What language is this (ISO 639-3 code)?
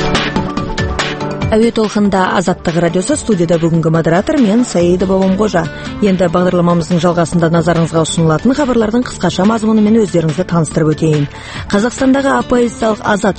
kaz